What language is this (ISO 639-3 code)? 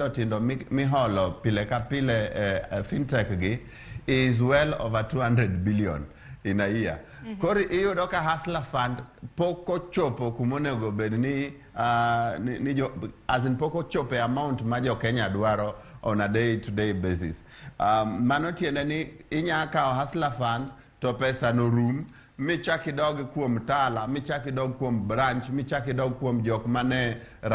luo